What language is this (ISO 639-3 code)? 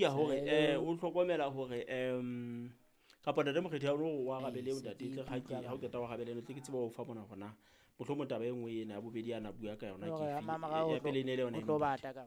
sot